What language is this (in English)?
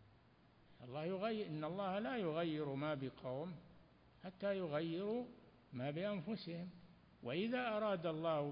Arabic